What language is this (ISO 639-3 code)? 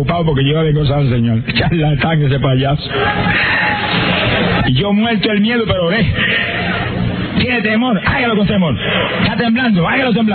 spa